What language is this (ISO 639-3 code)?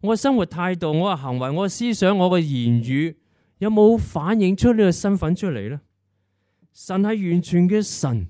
yue